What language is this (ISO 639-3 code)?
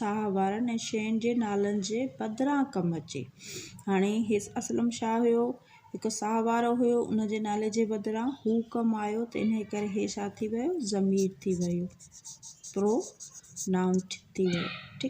snd